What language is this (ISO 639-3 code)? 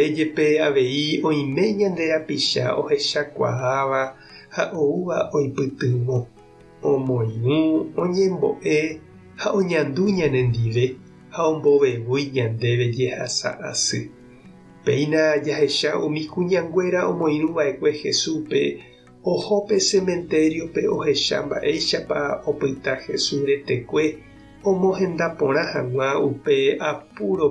grn